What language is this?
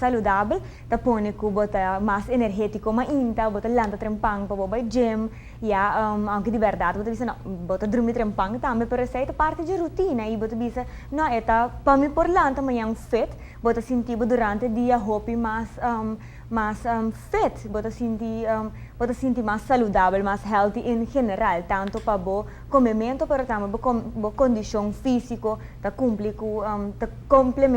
Papiamento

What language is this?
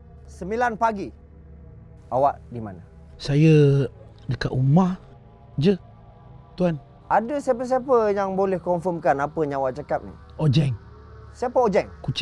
Malay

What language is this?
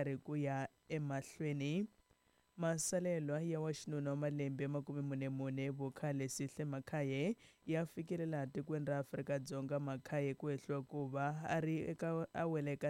Tsonga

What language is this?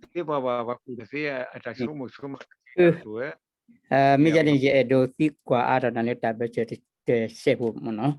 S'gaw Karen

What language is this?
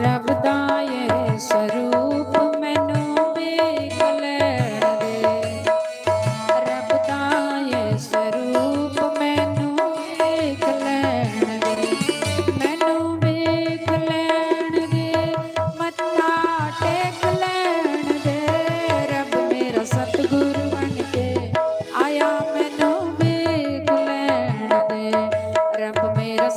Dogri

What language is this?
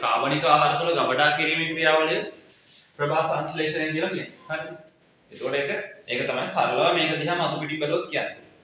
Sinhala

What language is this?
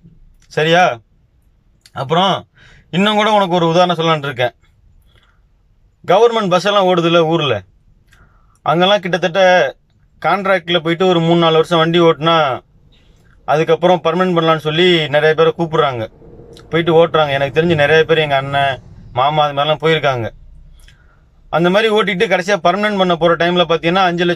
Tamil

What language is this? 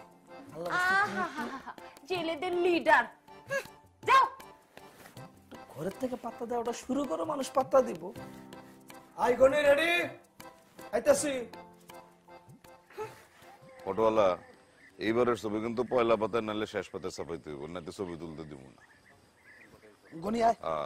Bangla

